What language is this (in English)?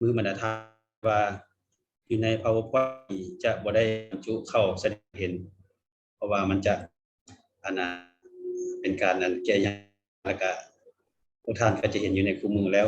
Lao